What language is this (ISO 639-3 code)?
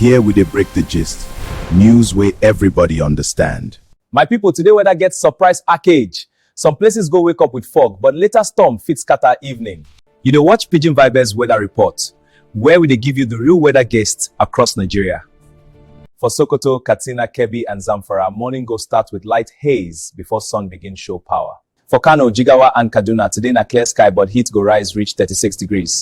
pcm